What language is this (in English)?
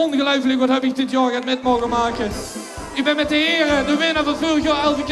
Limburgish